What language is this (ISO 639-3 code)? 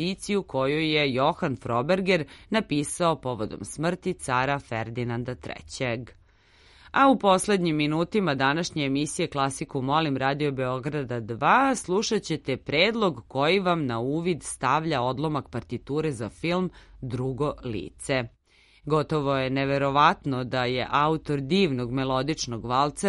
srp